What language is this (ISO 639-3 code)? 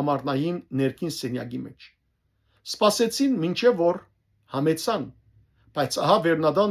hyw